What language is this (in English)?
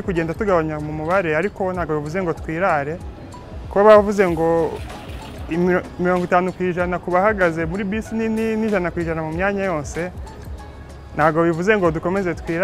Kinyarwanda